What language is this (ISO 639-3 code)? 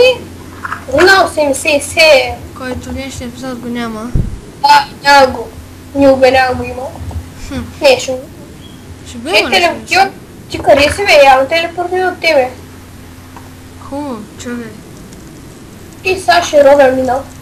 bul